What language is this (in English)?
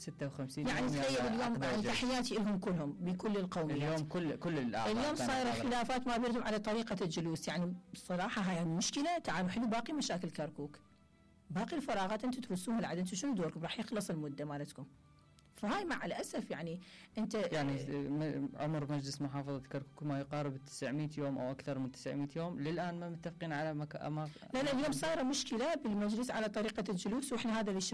Mesopotamian Arabic